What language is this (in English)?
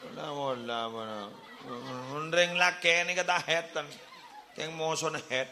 Madurese